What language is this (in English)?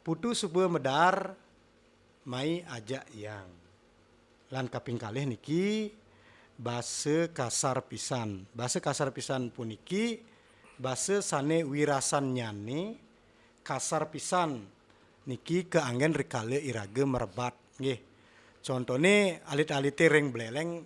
Balinese